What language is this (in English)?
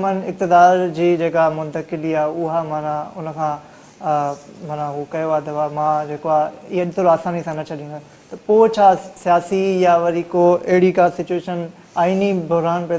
Sindhi